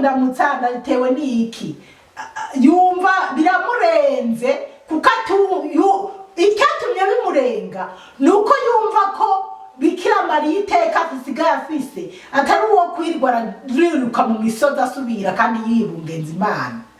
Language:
Rundi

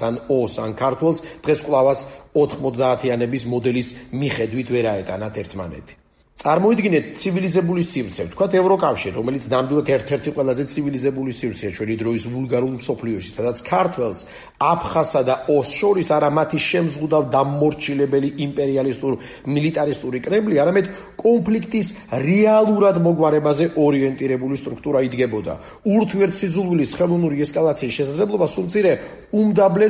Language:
Georgian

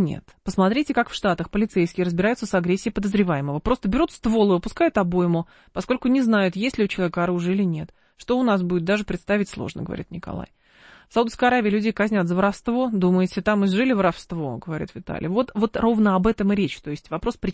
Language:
Russian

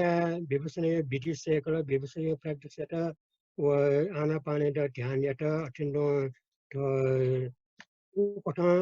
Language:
Newari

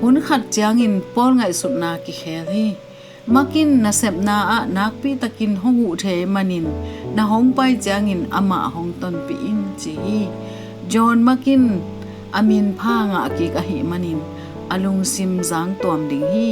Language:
Tedim Chin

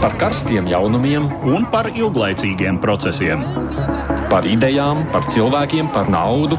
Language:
Latvian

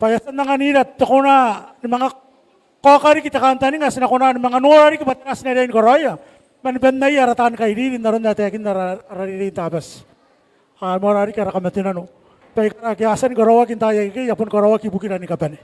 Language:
Gilbertese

